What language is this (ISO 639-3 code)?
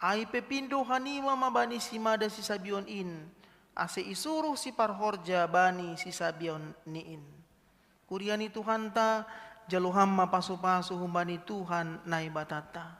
bts